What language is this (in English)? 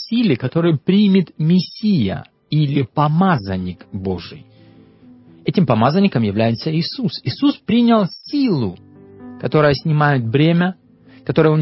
Russian